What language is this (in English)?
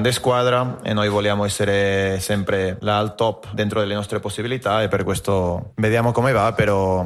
Italian